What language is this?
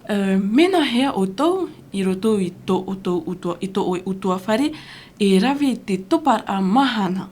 Tahitian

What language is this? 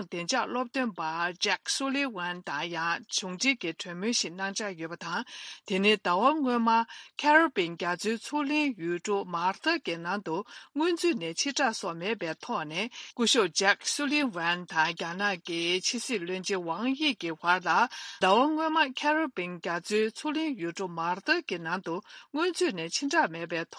Tibetan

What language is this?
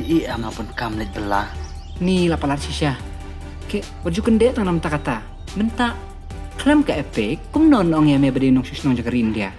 Khasi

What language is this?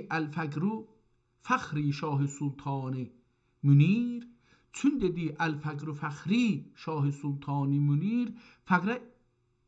South Azerbaijani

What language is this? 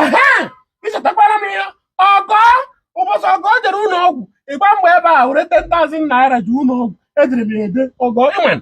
Igbo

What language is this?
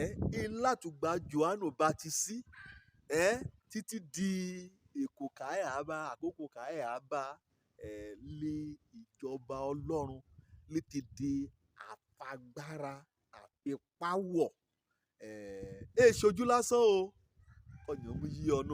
Yoruba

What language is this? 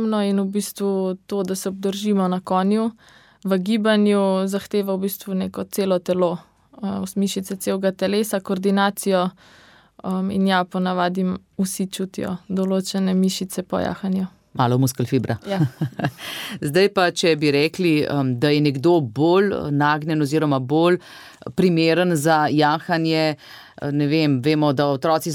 Slovenian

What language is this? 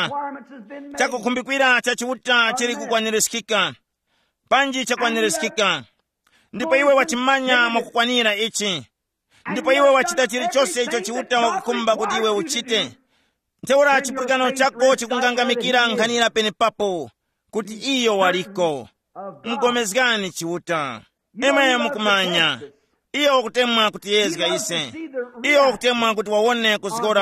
Tumbuka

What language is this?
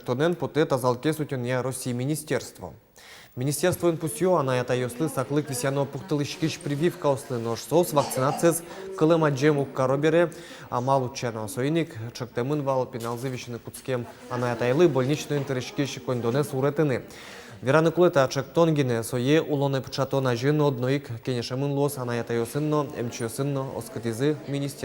Udmurt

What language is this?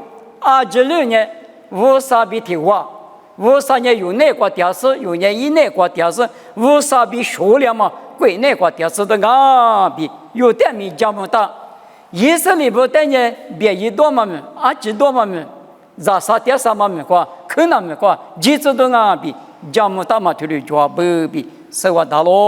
Lisu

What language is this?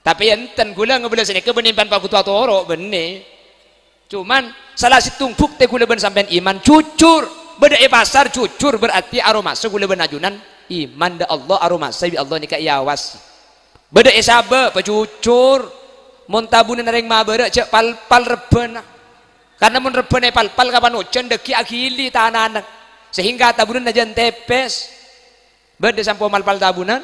Madurese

